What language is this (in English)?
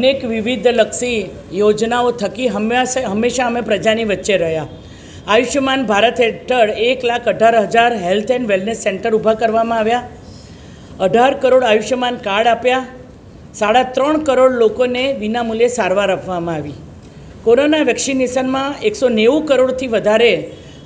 Gujarati